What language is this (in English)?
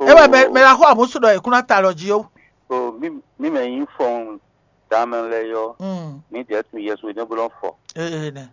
Fon